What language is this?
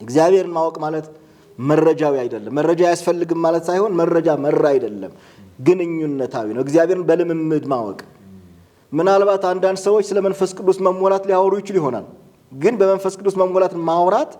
Amharic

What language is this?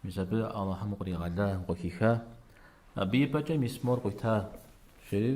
Kabardian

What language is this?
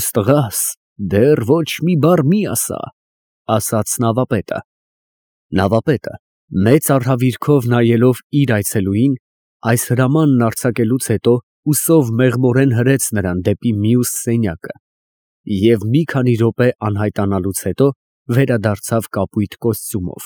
Armenian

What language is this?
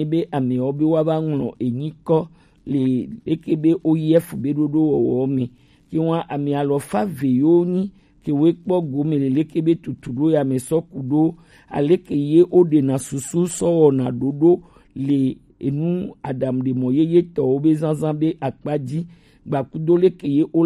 Gen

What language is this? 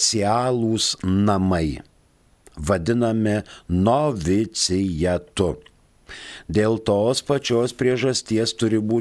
Lithuanian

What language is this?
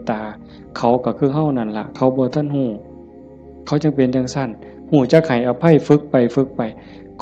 Northeastern Thai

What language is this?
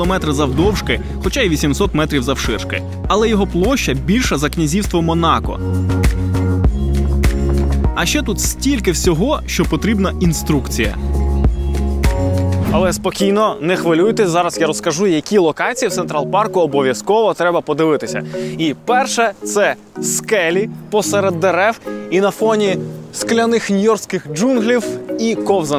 Ukrainian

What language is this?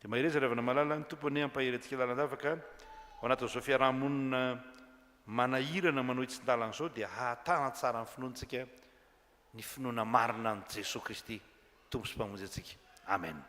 Malagasy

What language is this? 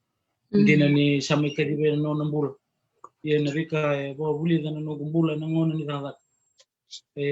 Fijian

